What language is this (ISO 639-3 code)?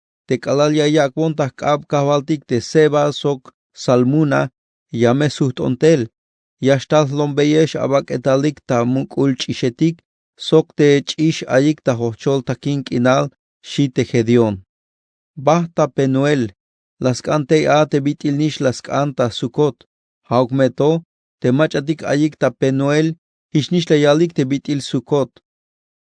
tzh